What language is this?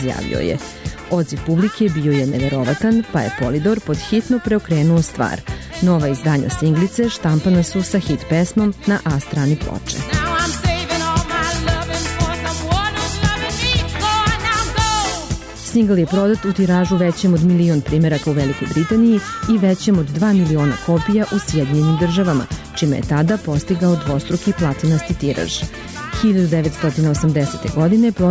Serbian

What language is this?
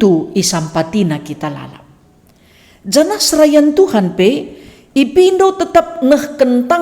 Batak Karo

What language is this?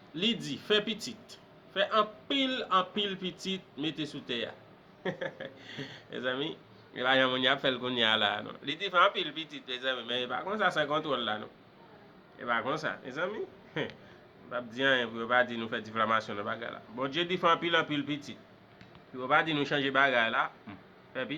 Haitian Creole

